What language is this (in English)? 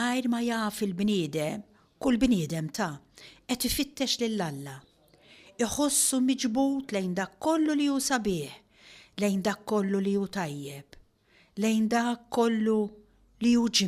Maltese